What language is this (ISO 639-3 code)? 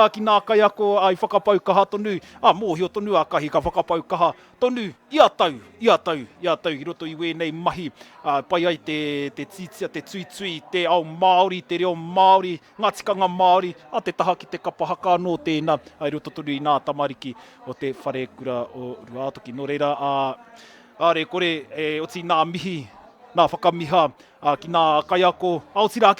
mri